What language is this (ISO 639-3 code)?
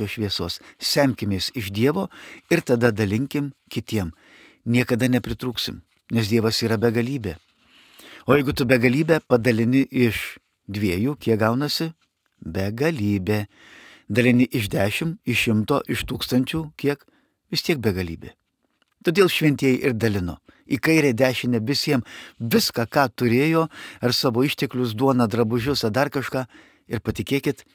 lit